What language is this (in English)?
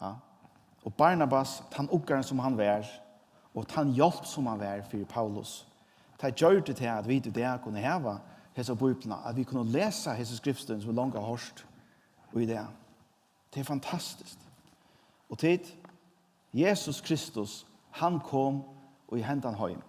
Faroese